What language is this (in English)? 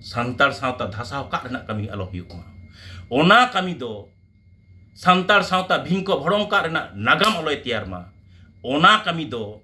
Santali